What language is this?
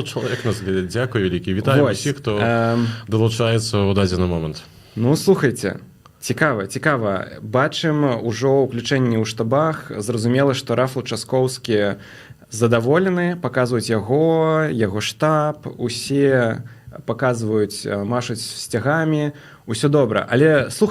Belarusian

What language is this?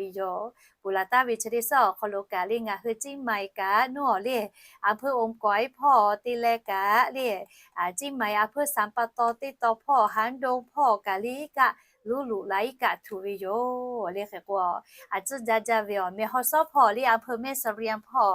Lahu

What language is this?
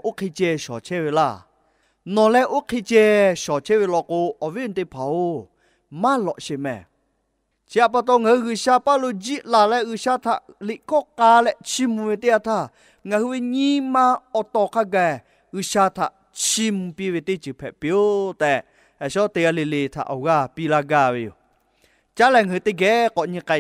Lahu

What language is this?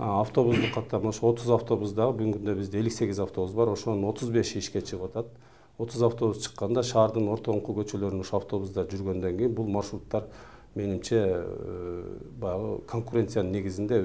Kyrgyz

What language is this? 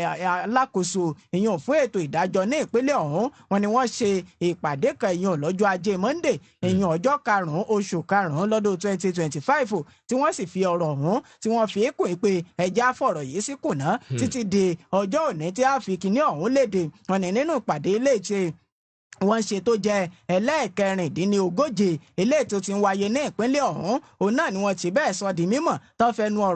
Yoruba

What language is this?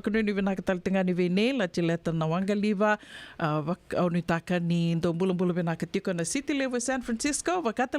Fijian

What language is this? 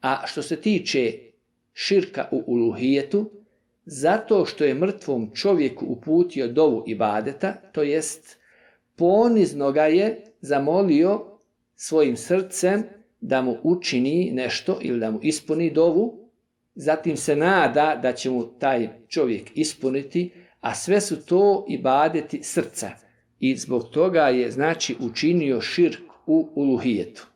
Bosnian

